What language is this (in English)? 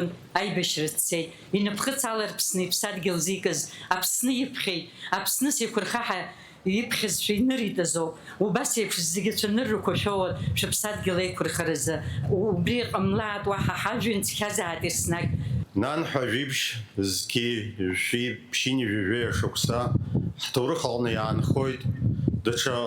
Abkhazian